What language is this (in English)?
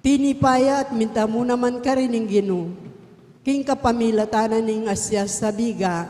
Pampanga